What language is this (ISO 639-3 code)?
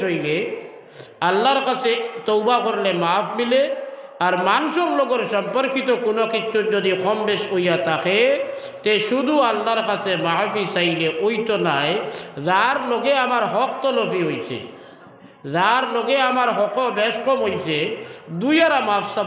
syl